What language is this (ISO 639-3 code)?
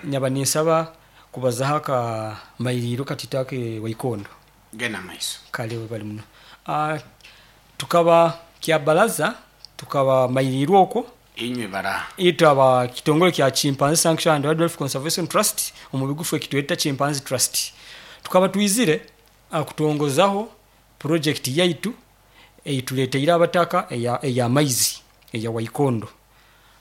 nyo